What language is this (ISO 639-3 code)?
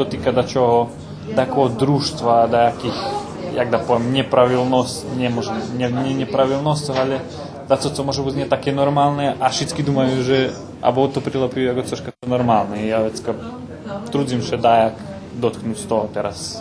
rue